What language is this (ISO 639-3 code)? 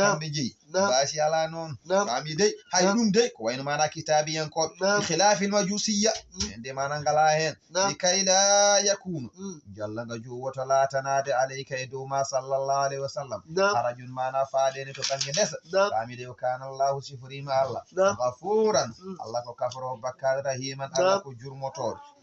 ful